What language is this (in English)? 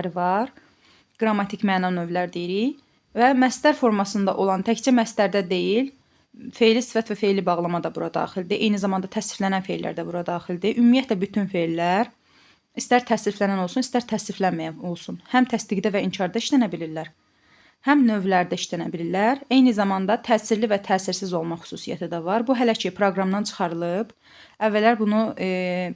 Azerbaijani